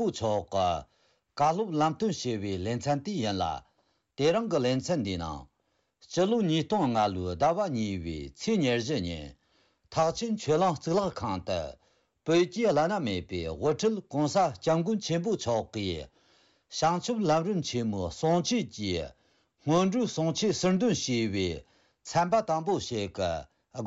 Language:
Tibetan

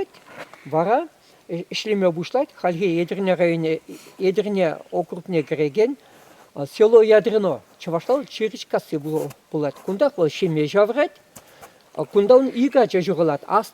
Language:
Chuvash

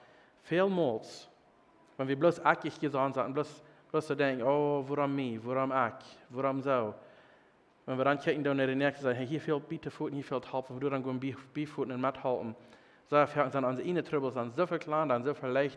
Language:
Plautdietsch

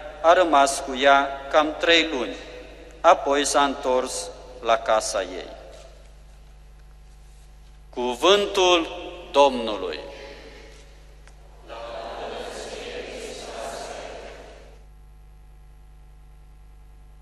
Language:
Romanian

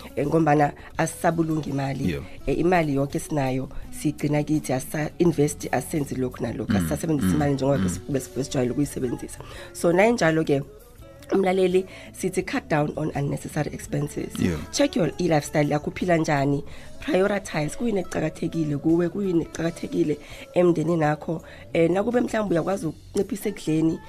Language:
South Ndebele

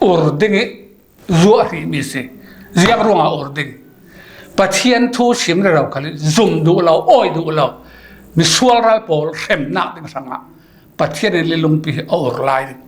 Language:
Falam Chin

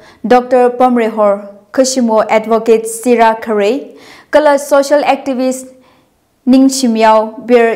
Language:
Tangkhul Naga (India)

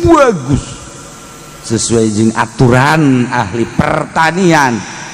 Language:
Sundanese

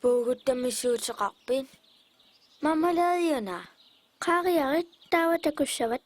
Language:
Kalaallisut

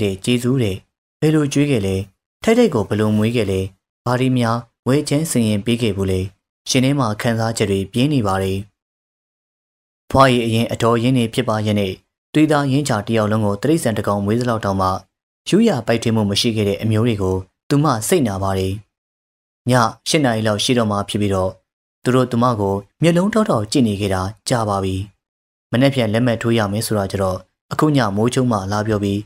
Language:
Burmese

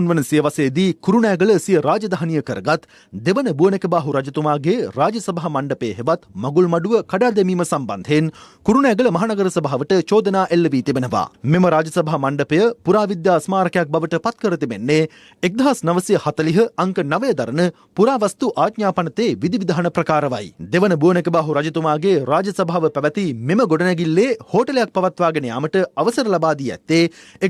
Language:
Sinhala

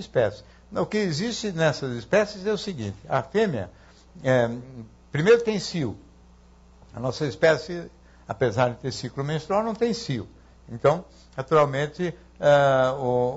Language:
Portuguese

